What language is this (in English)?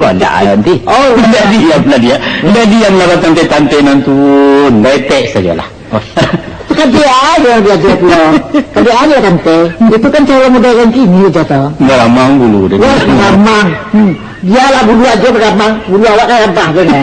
Minangkabau